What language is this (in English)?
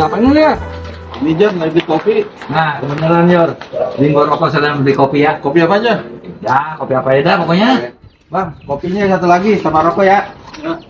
Betawi